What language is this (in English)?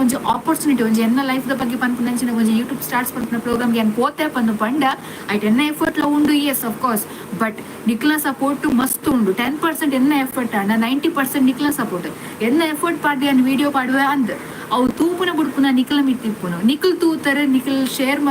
Tulu